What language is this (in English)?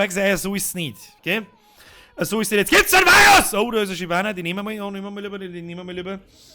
Bavarian